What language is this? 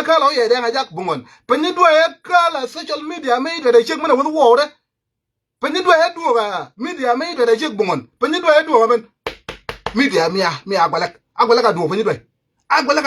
Nuer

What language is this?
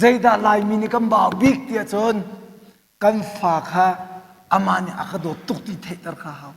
Hakha Chin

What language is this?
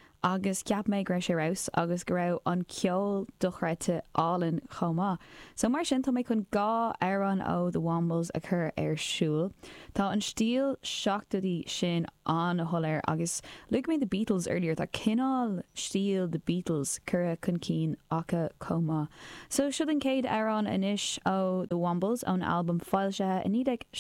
Irish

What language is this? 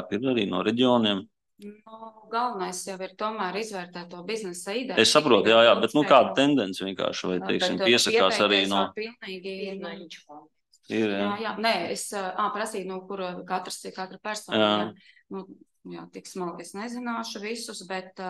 Latvian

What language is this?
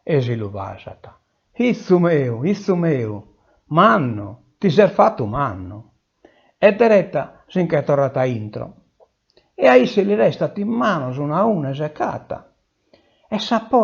Sardinian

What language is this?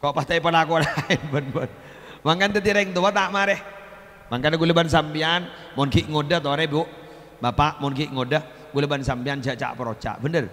Madurese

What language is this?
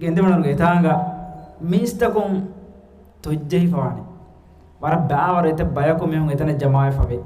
Divehi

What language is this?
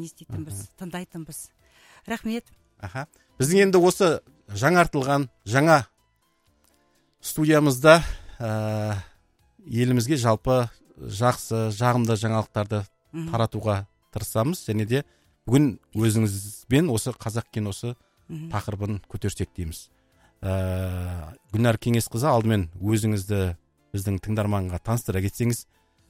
Kazakh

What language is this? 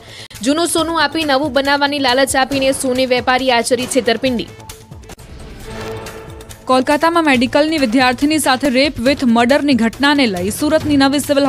Gujarati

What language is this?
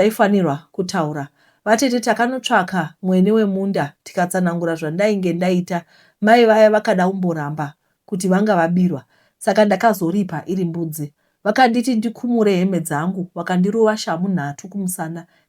Shona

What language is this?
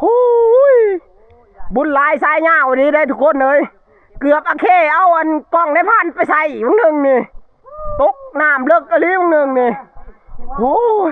Northeastern Thai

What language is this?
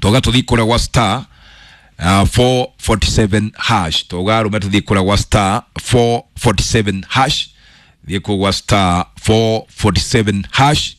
Kikuyu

